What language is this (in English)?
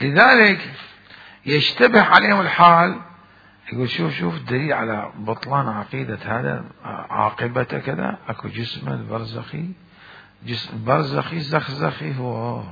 Mesopotamian Arabic